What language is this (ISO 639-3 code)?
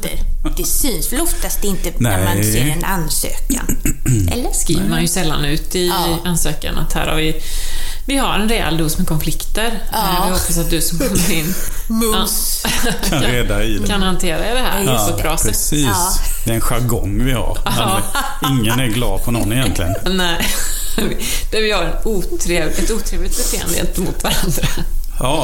swe